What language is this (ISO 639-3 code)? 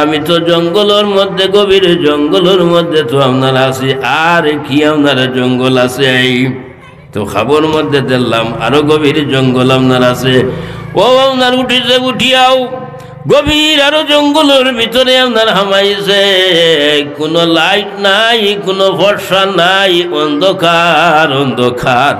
syl